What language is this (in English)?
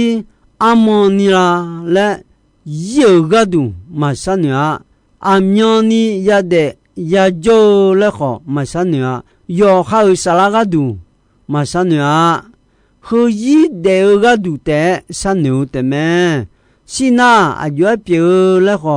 Akha